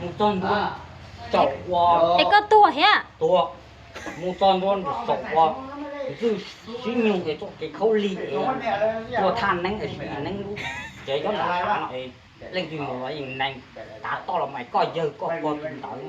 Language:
Hmong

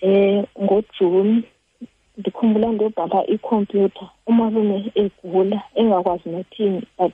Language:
Xhosa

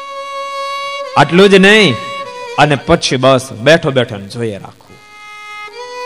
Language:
Gujarati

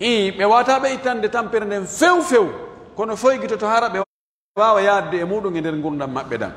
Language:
Pular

